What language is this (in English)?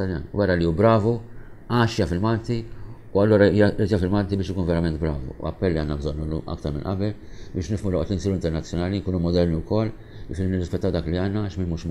Maltese